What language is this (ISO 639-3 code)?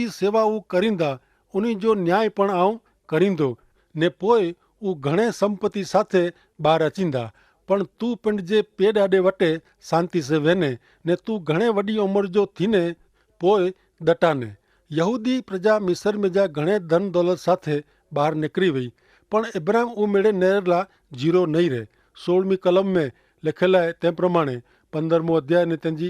kfr